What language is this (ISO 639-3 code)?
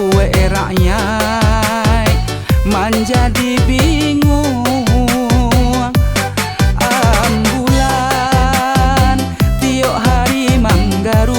min